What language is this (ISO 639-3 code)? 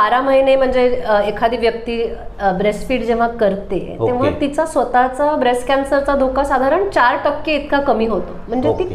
mar